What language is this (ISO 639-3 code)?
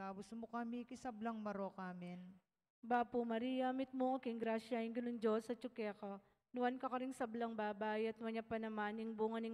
pam